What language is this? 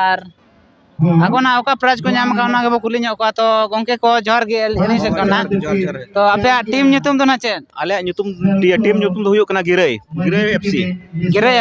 Santali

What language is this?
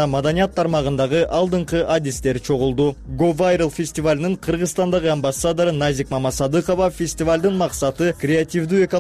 Kyrgyz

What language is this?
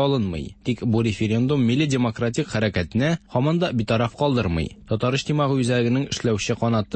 Tatar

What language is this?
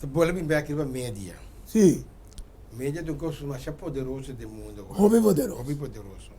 Papiamento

